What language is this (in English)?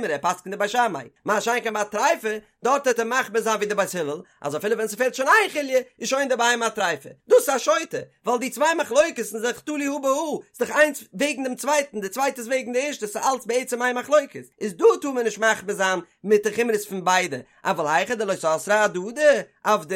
Yiddish